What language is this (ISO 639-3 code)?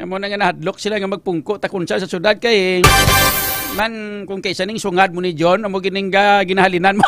hil